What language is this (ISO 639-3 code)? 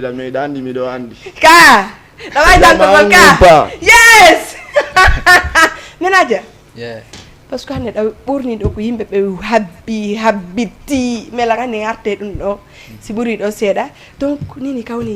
ful